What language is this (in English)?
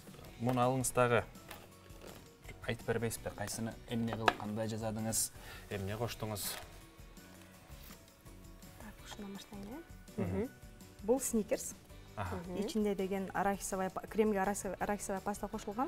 Kyrgyz